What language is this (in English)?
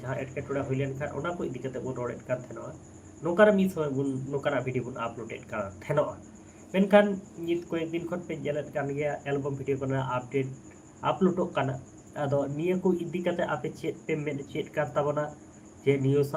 Santali